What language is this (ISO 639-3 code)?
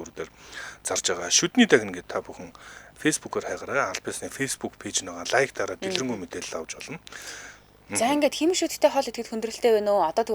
mon